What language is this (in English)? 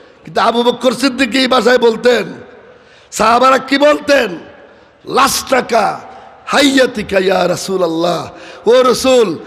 Sylheti